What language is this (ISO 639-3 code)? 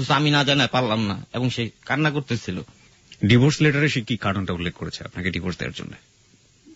ben